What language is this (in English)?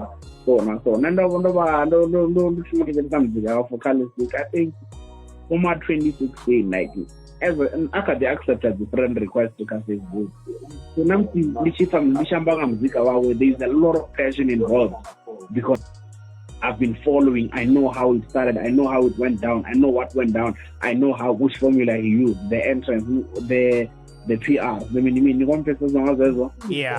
Venda